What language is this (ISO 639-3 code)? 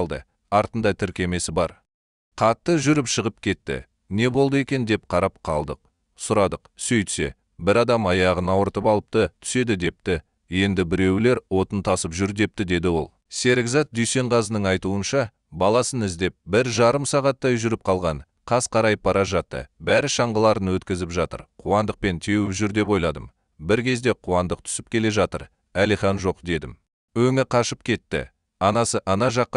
kaz